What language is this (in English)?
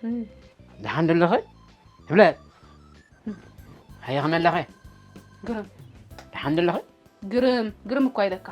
Tigrinya